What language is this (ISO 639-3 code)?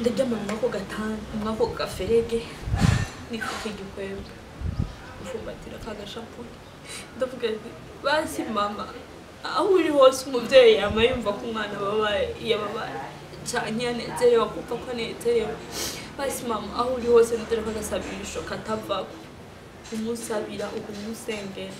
run